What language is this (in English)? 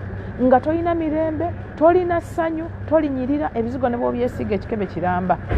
Ganda